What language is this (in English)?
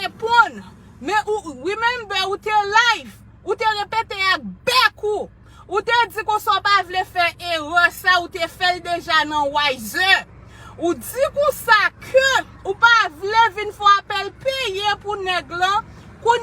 Haitian Creole